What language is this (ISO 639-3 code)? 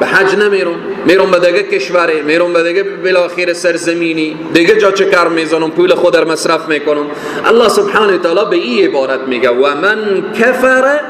fas